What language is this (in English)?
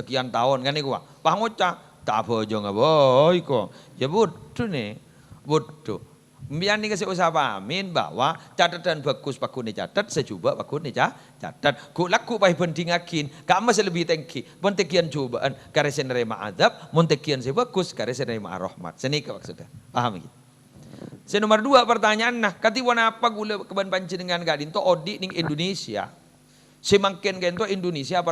Madurese